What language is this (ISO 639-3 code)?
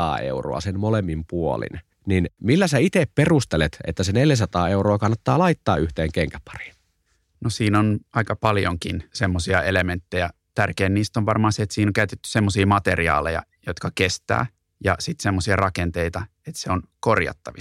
fin